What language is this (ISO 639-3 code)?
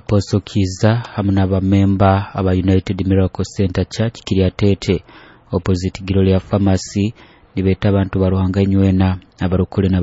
nyo